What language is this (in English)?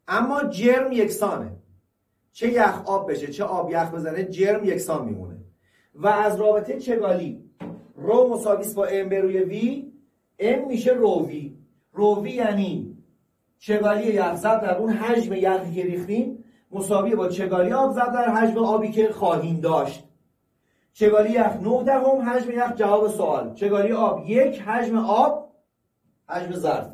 Persian